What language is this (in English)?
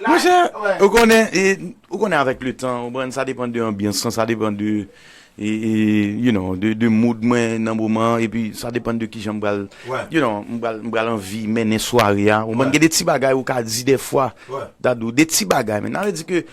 Haitian Creole